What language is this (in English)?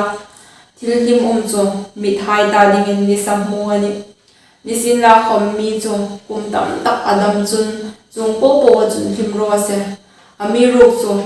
Hmar